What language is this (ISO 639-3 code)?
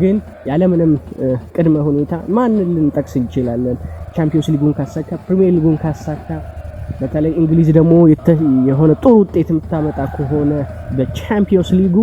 amh